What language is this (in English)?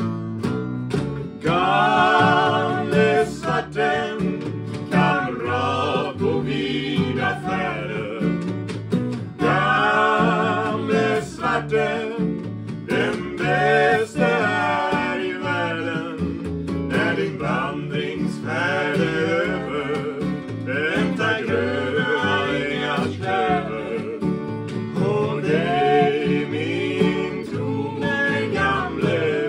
Swedish